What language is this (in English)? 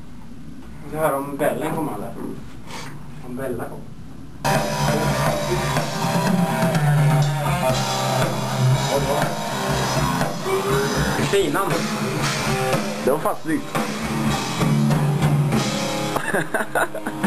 Swedish